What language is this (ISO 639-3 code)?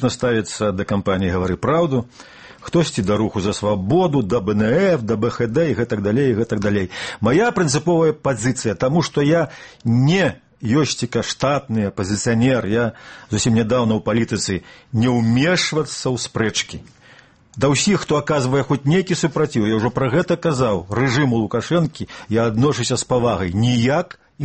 bel